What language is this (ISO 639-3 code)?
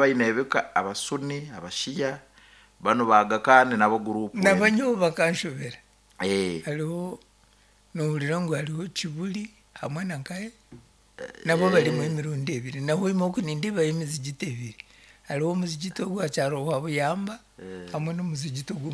nyn